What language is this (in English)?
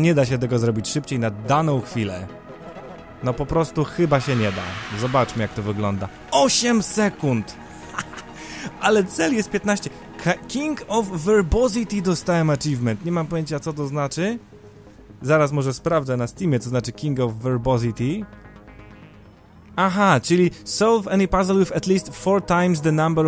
Polish